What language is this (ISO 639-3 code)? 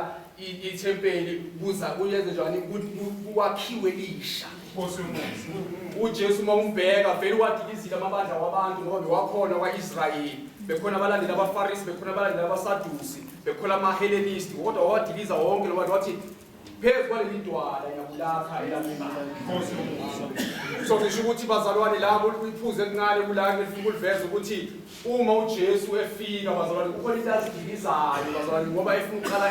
zul